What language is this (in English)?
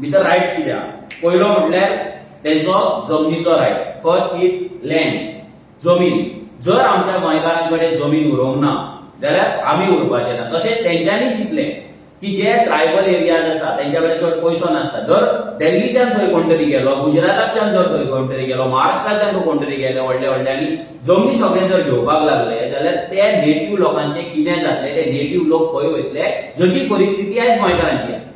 Konkani